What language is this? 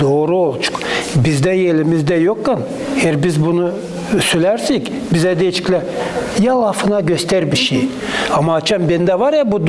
Gagauz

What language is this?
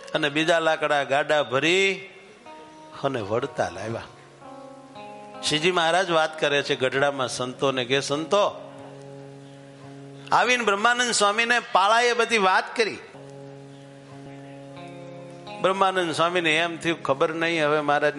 Gujarati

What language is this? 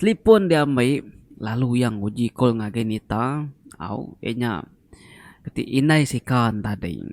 Iban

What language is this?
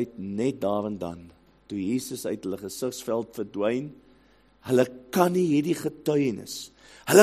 Afrikaans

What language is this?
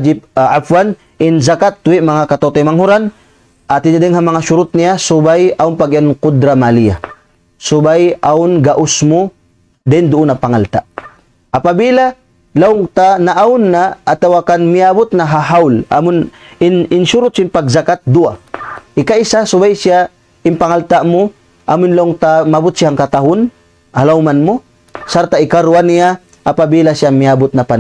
Tausug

